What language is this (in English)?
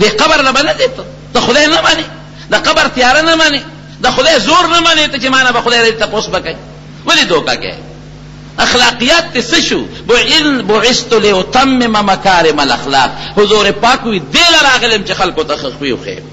Pashto